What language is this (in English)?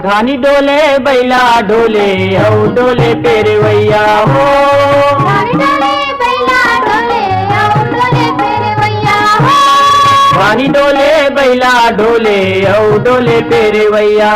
Chhattisgarhi